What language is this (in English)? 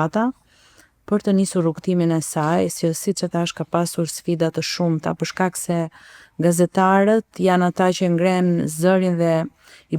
Albanian